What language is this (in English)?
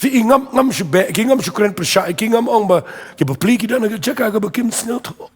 Khasi